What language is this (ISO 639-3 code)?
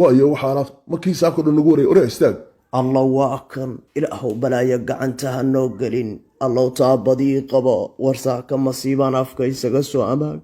som